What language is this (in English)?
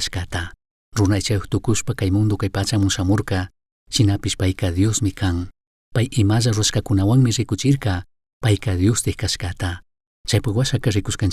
Chimborazo Highland Quichua